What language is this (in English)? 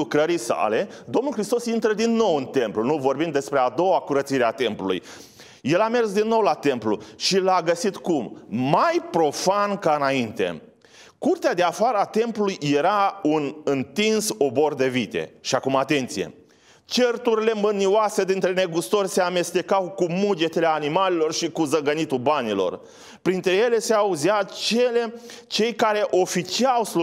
Romanian